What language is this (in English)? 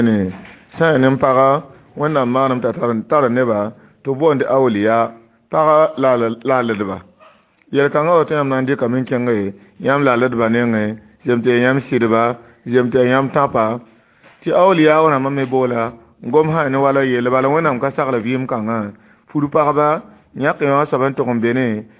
Mossi